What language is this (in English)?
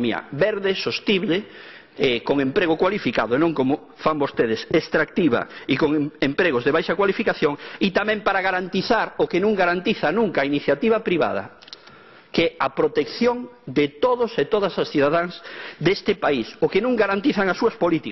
Galician